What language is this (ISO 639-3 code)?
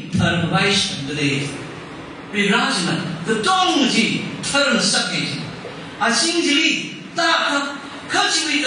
nmf